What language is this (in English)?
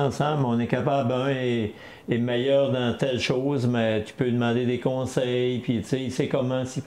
French